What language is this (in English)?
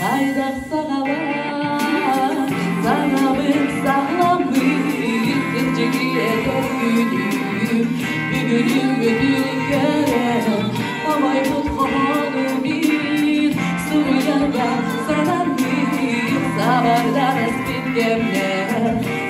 Yakut